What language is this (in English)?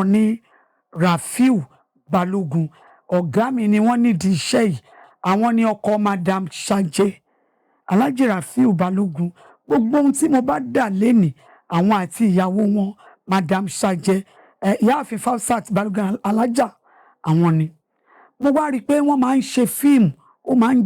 Yoruba